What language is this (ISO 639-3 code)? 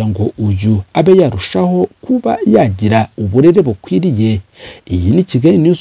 kin